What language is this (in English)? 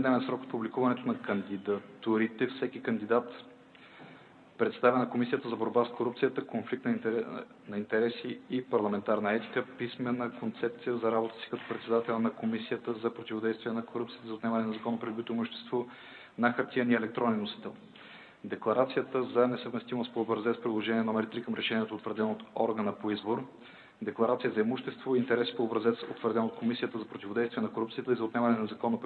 Bulgarian